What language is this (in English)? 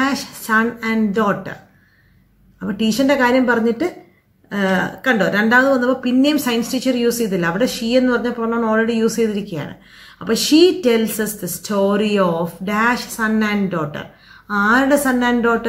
Malayalam